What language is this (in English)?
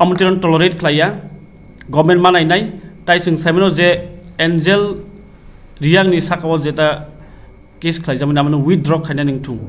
Kok Borok